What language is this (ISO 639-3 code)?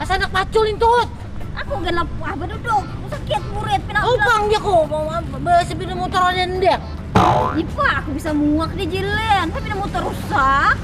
bjn